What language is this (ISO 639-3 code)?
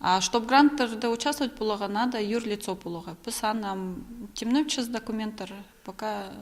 kjh